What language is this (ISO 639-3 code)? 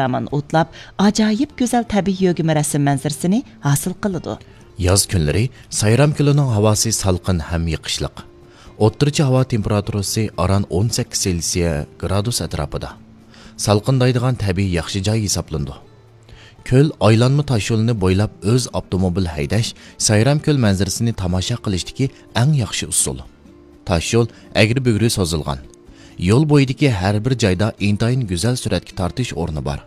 uig